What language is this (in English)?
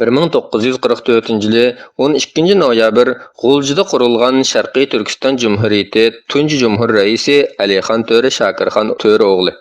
Uyghur